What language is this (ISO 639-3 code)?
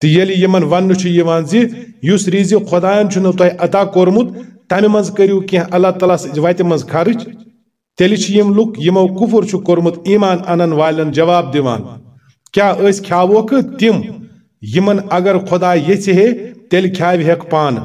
kas